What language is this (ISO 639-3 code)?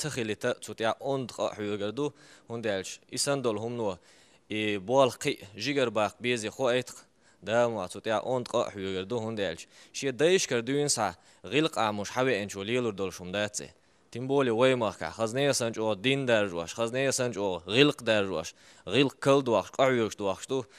che